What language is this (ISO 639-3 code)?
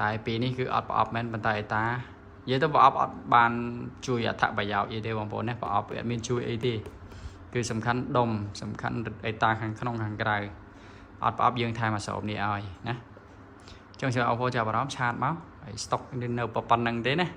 khm